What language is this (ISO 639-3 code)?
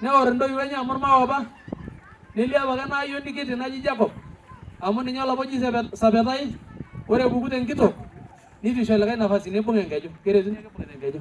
mas